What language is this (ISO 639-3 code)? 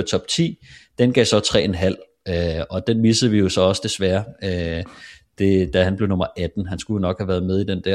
dan